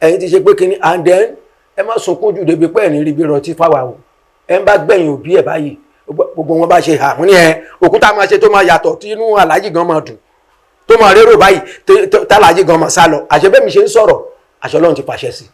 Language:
Yoruba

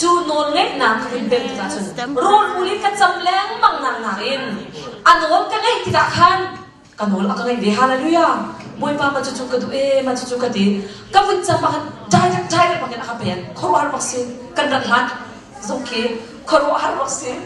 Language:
Hakha Chin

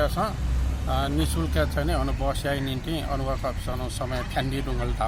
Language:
Newari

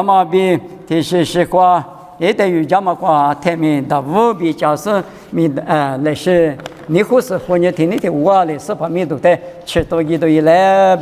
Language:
Lisu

